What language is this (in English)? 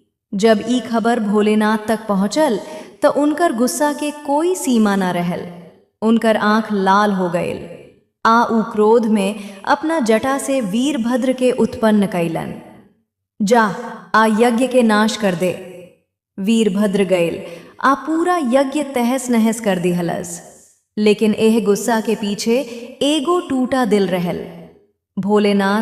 Bhojpuri